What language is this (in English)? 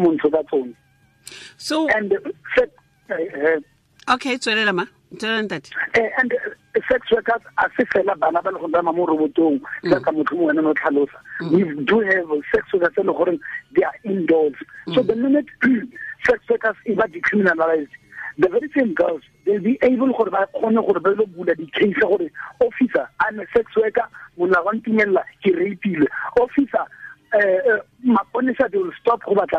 Tswana